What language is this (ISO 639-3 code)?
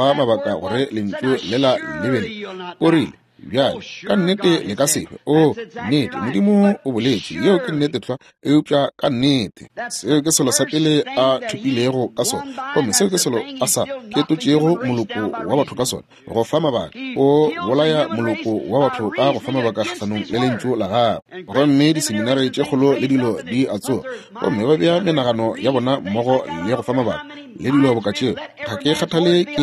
nso